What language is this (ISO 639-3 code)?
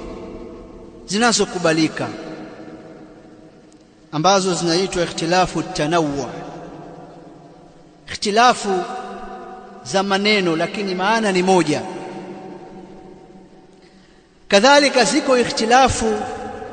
swa